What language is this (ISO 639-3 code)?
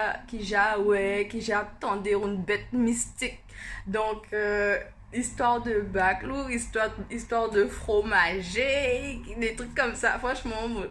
gcr